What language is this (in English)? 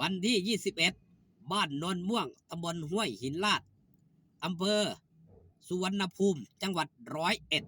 Northeastern Thai